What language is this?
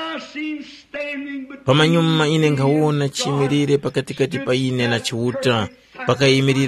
Tumbuka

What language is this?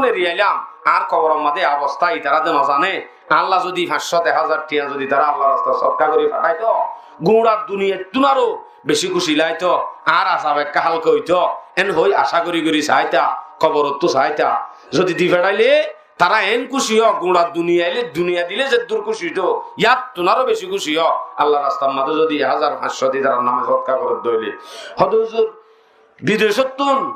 Rohingya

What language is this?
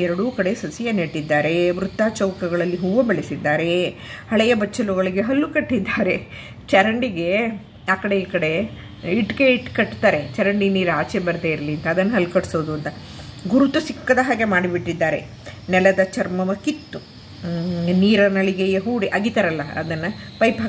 Kannada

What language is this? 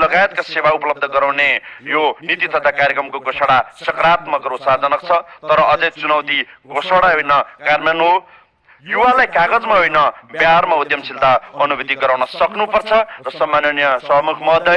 Nepali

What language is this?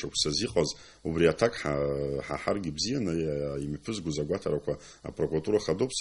Abkhazian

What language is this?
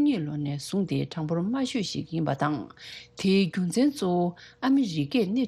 Tibetan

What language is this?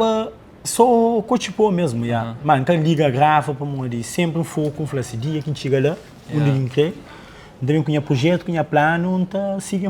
Kabuverdianu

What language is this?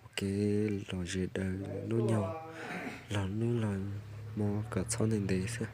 Hmong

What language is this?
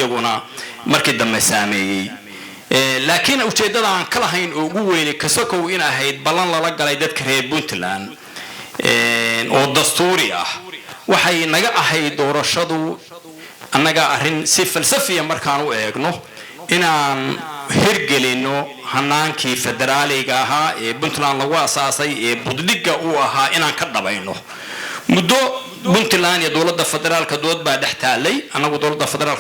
Somali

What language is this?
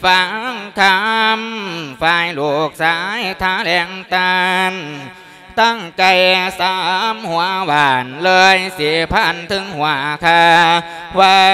Lao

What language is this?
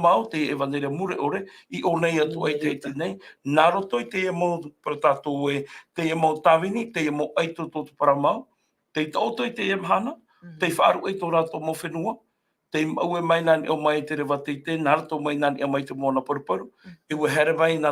Tahitian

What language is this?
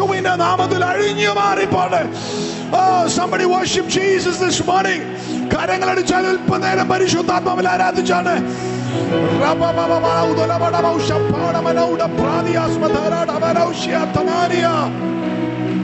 Malayalam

